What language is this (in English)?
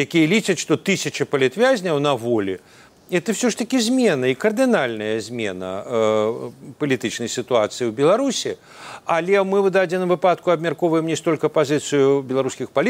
Belarusian